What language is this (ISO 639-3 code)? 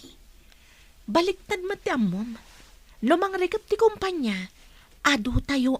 ilo